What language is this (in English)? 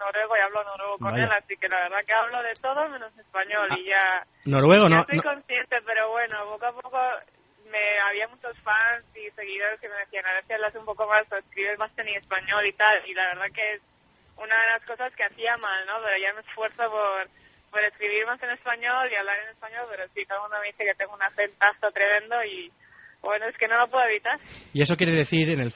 Spanish